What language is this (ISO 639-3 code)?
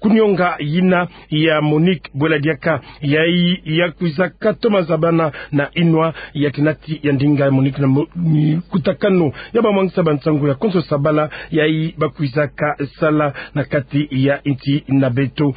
ktu